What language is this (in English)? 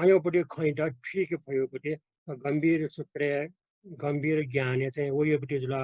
Newari